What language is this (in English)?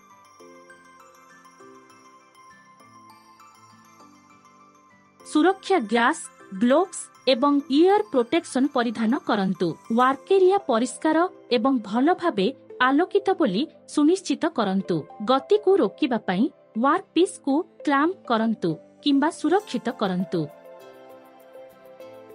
Odia